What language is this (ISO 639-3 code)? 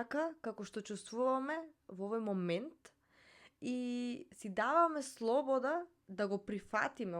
mkd